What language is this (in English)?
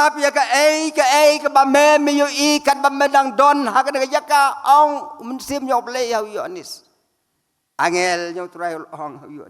Khasi